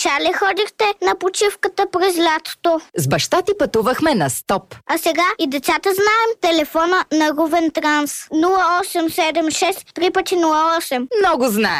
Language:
Bulgarian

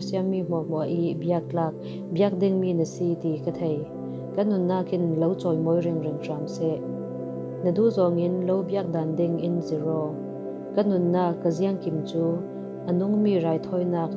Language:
Falam Chin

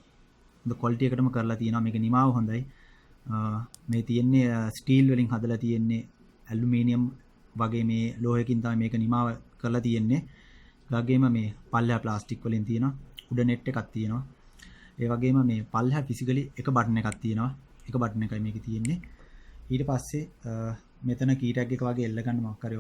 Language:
Sinhala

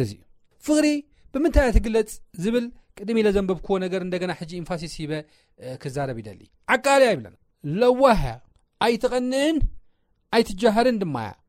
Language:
Tigrinya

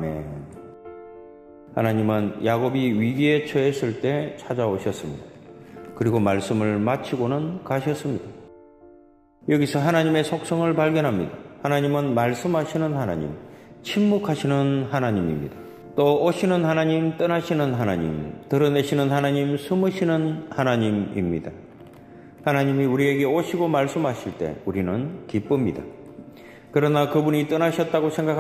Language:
Korean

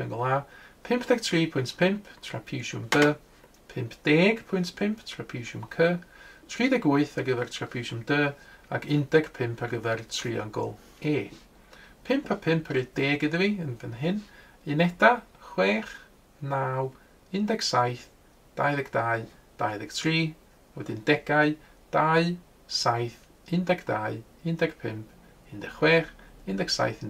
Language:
Welsh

